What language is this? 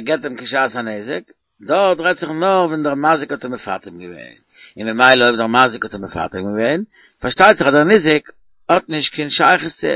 Yiddish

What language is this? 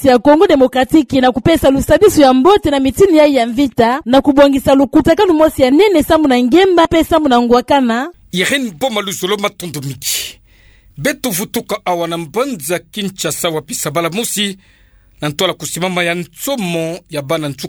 Kituba (Democratic Republic of Congo)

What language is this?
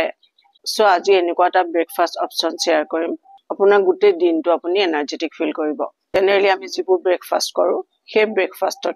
Assamese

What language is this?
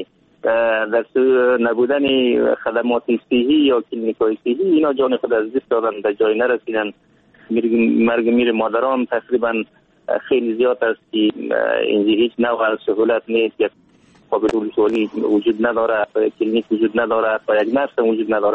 Persian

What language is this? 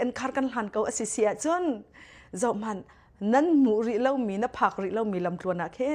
Hakha Chin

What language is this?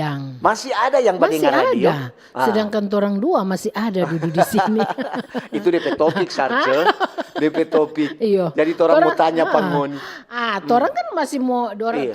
Manado Malay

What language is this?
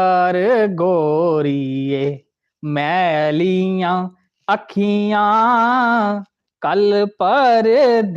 Dogri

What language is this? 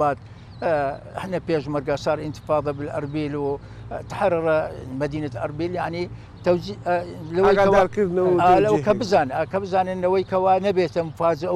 Central Kurdish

